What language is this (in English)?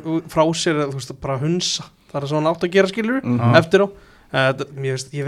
Icelandic